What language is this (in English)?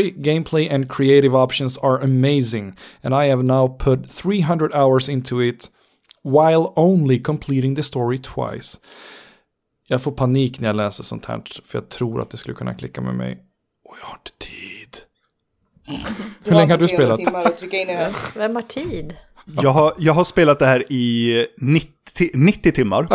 Swedish